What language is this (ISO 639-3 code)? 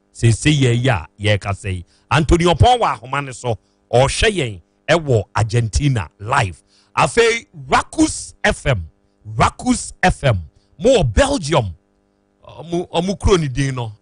aka